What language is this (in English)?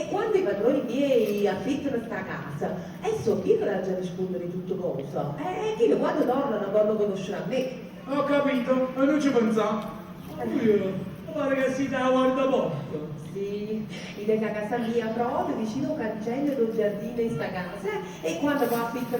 Neapolitan